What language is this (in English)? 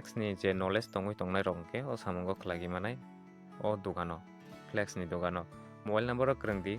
Kok Borok